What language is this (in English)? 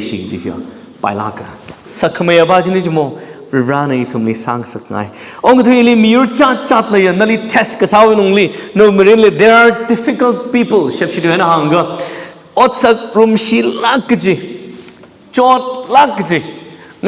Tangkhul Naga (India)